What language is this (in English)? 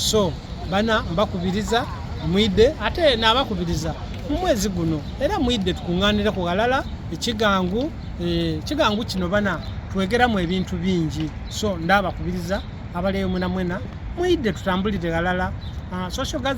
Soga